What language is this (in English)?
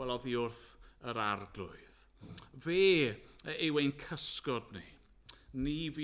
Welsh